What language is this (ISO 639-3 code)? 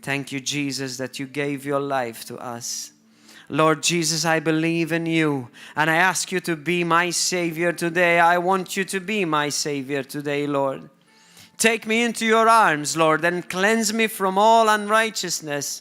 eng